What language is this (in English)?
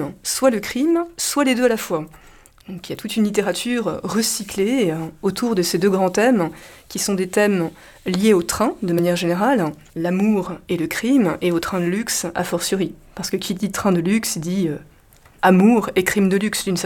French